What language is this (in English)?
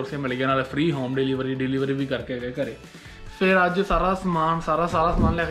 Punjabi